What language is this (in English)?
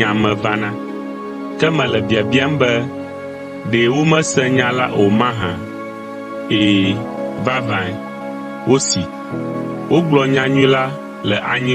Ewe